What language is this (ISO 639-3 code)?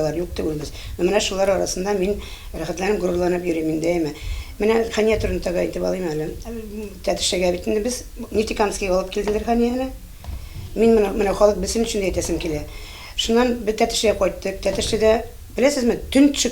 tat